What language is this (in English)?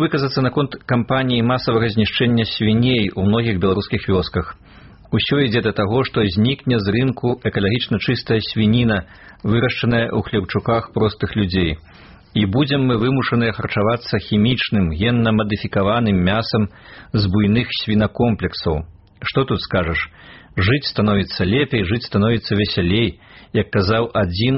Belarusian